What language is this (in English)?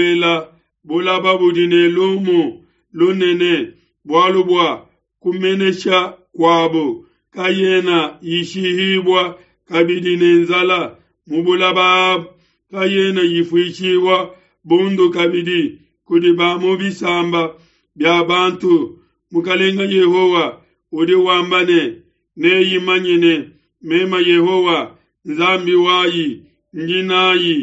Luba-Lulua